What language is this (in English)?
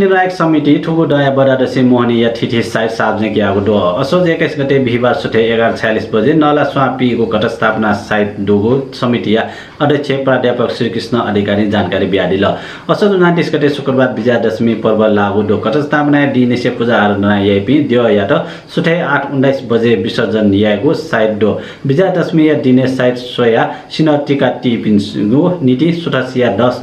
Newari